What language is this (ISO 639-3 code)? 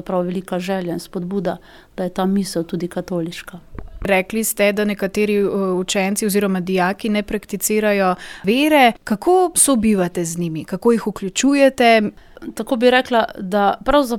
slv